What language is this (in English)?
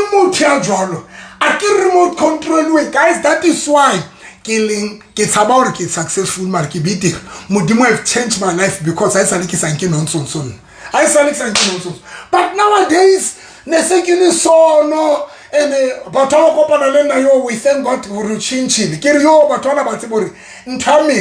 Southern Sotho